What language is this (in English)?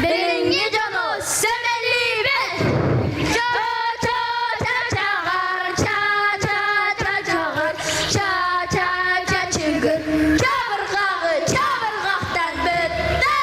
Yakut